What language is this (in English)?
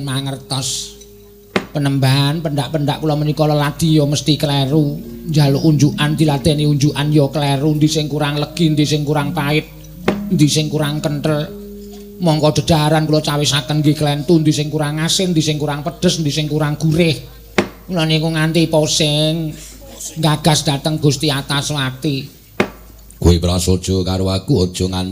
Javanese